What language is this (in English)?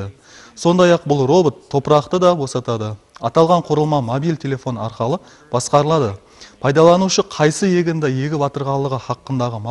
Kara-Kalpak